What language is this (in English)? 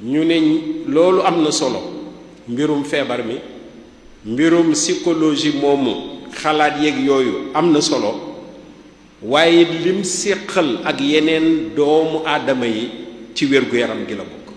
Wolof